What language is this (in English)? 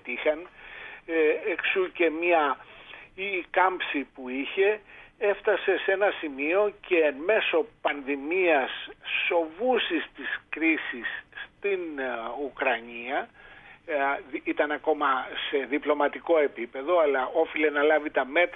Greek